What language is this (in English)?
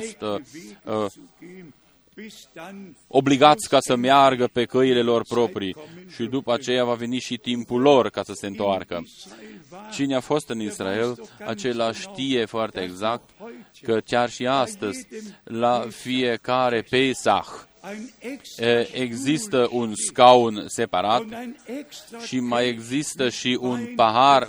Romanian